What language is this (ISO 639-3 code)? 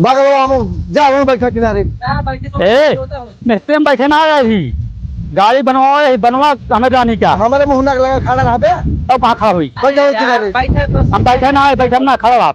awa